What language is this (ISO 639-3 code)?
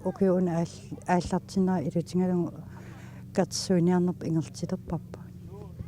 kal